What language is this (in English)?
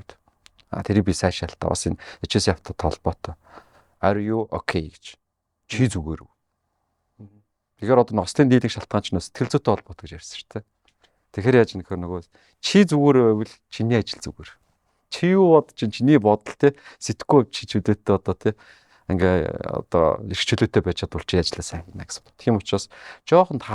Mongolian